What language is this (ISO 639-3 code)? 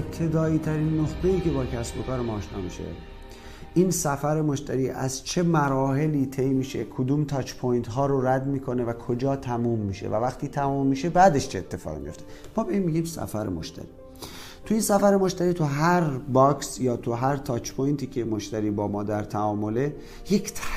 fas